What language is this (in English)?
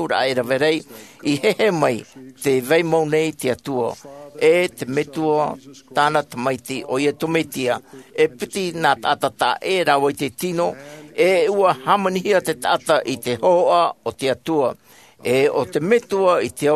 Tahitian